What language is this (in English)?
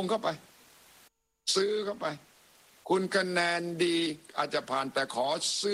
Thai